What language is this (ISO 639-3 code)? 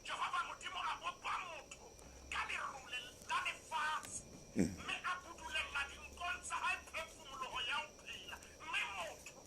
sot